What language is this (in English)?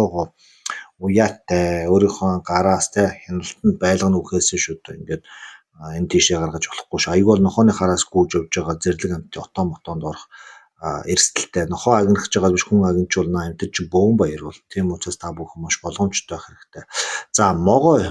Mongolian